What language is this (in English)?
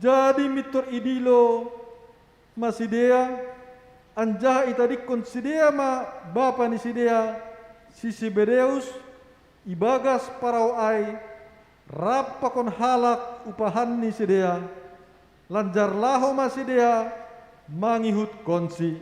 Batak Simalungun